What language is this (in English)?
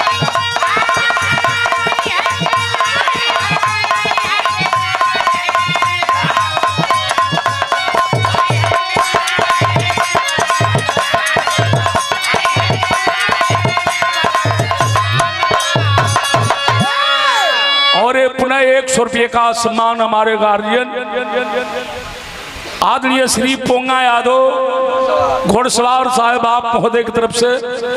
Bhojpuri